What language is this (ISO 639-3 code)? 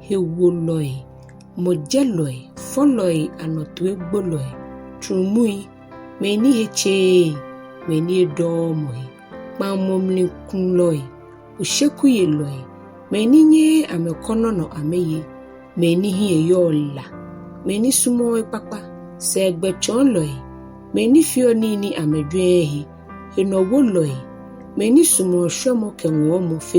gaa